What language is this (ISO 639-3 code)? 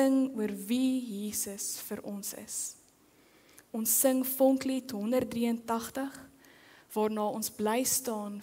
afr